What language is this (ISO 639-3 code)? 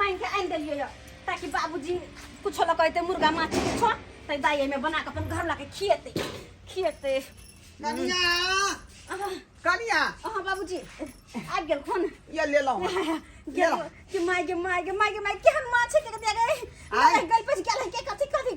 mai